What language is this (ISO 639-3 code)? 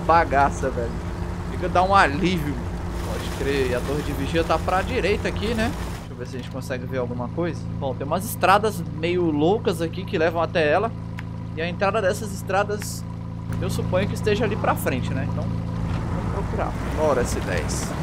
por